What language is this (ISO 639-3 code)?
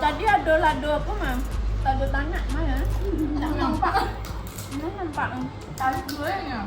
min